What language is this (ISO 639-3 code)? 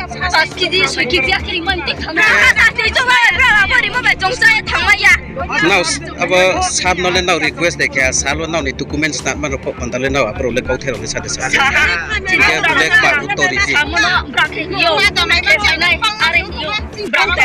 ria